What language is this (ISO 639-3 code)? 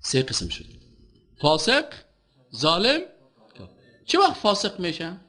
fas